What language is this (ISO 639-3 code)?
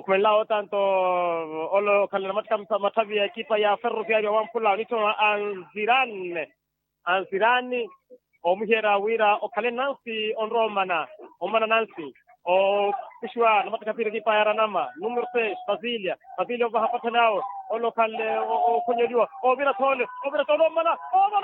vmw